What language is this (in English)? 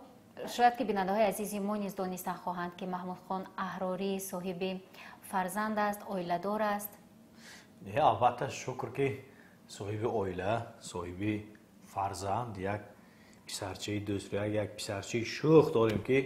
Tajik